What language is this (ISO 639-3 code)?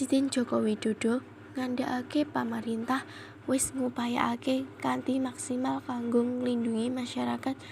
jav